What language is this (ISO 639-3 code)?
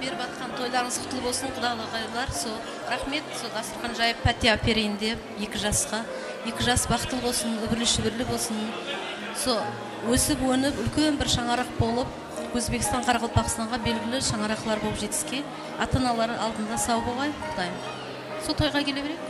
kaa